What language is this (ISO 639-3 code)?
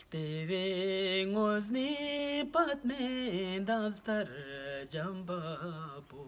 lbj